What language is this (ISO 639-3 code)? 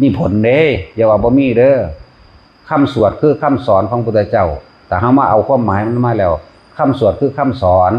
tts